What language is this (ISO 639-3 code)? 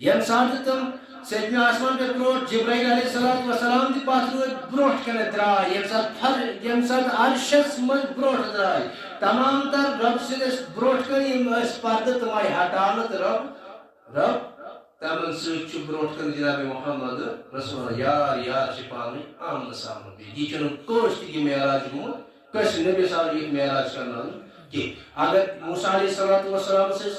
kas